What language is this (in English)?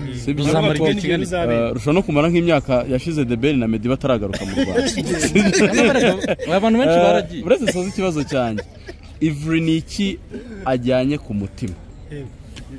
Kinyarwanda